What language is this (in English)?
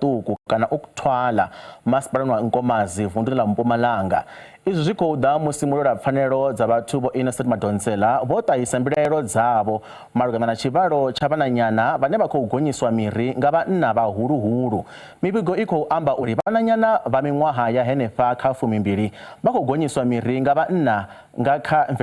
Venda